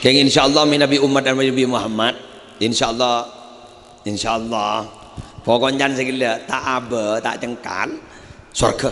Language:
Madurese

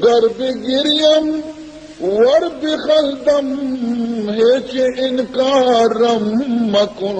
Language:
Baluchi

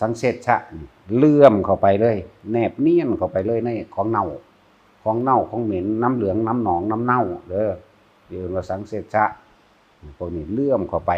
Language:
Northeastern Thai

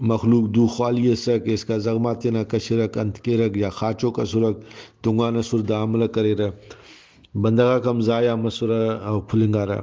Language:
Brahui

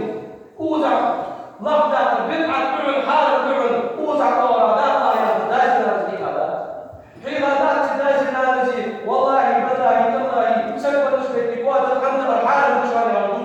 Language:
Ingush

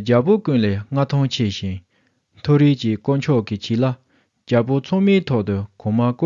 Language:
Tibetan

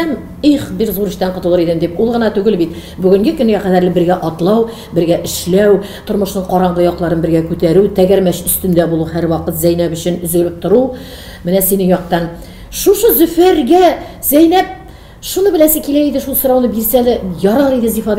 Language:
Tatar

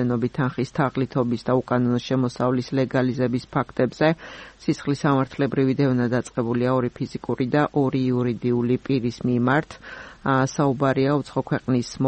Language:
Georgian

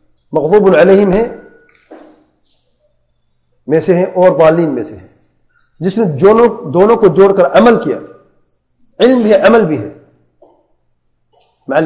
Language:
Urdu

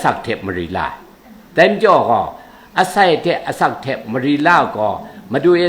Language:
Kachin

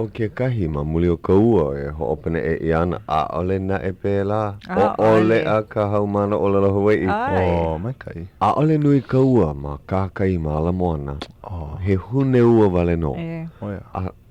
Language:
Hawaiian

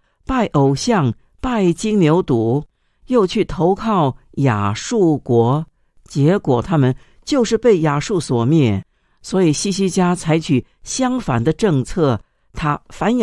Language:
Chinese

